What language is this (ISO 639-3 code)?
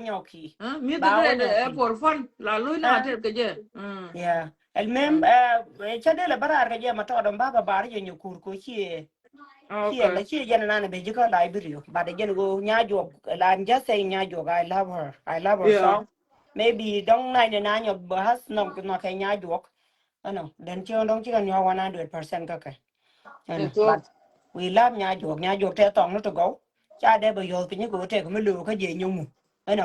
nus